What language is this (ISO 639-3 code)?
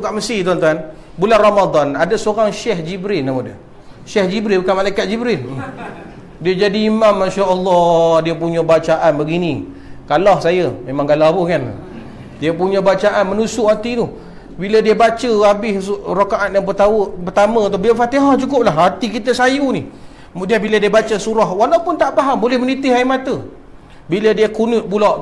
msa